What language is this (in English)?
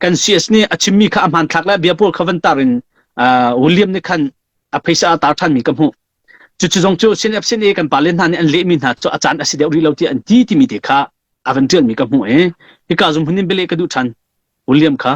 Hakha Chin